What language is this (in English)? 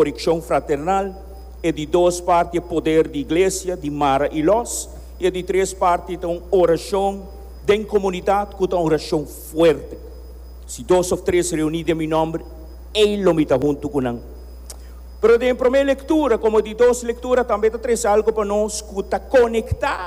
Papiamento